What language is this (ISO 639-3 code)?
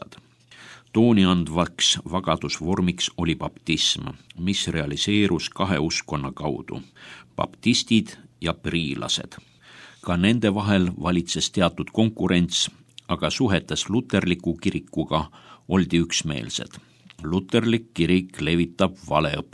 est